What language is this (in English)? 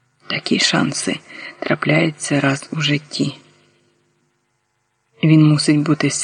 Ukrainian